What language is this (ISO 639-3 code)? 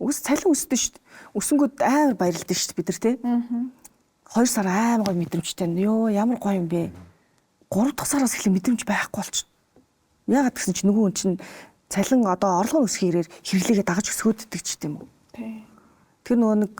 mon